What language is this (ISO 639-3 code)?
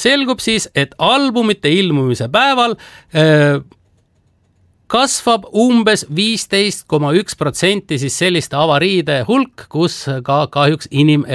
est